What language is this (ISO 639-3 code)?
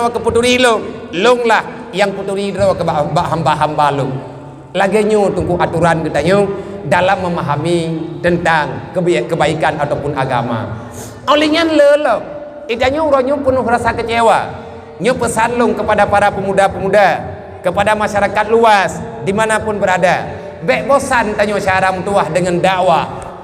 ace